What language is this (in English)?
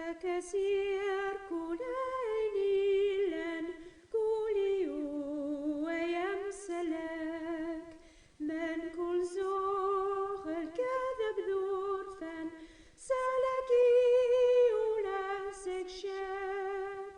Kabyle